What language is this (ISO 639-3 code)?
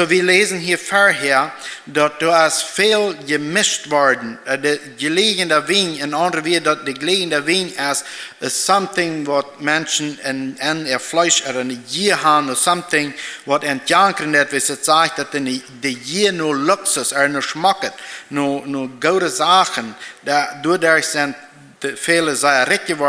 pdt